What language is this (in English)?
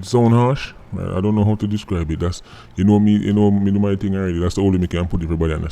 Jamaican Creole English